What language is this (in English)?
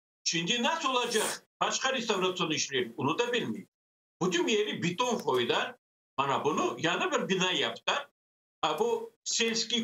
Crimean Tatar